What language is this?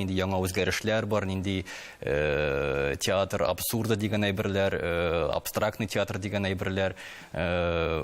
Tatar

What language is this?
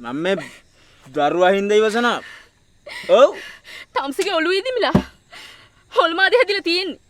Sinhala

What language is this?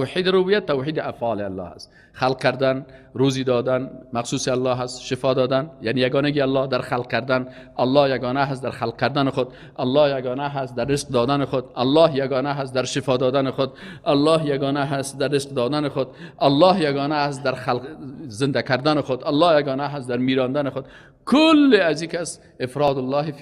Persian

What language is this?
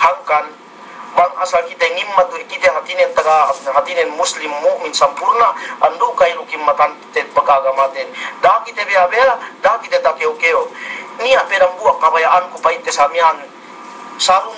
Yakan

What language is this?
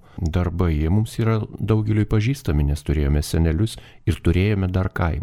Lithuanian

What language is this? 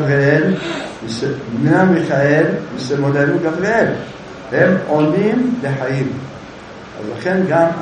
Hebrew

